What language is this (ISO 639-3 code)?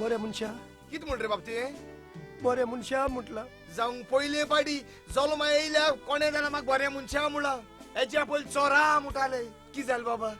kok